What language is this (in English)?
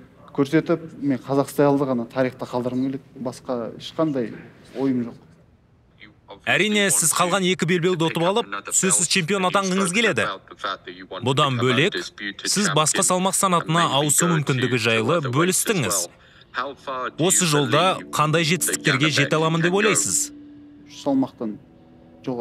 Kazakh